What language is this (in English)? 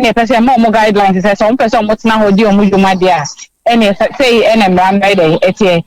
Akan